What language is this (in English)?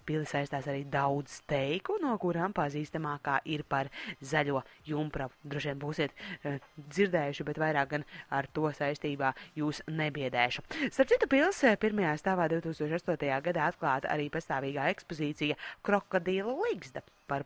Latvian